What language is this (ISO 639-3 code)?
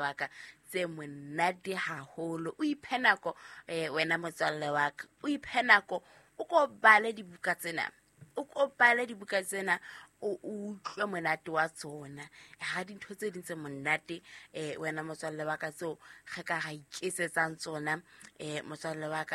sot